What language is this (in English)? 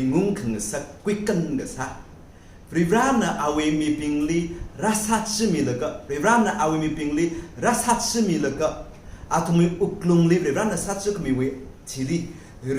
Tangkhul Naga (India)